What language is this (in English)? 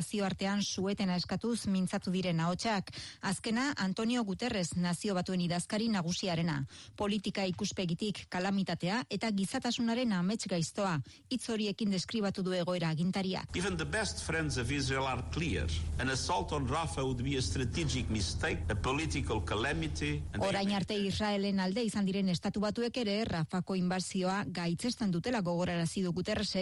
Basque